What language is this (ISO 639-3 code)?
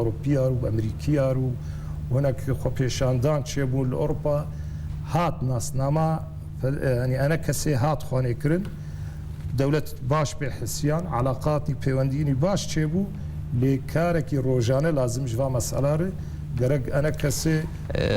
kur